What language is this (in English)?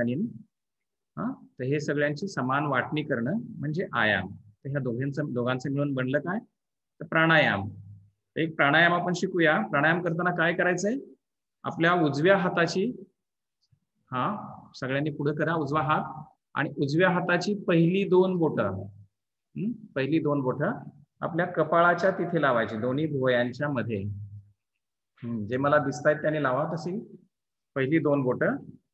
Marathi